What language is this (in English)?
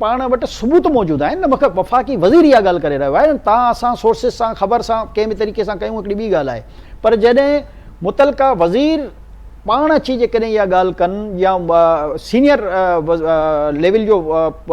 Sindhi